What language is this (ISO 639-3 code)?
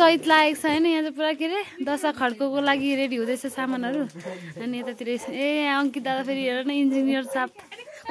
nep